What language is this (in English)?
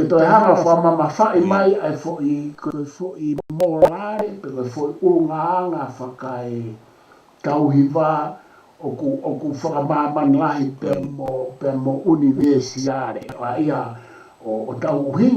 Tongan